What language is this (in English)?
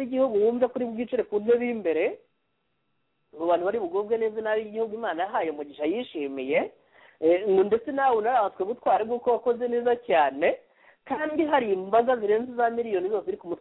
Kinyarwanda